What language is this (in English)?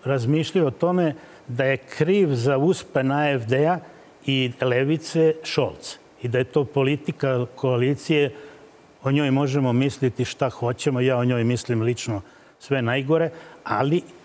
Serbian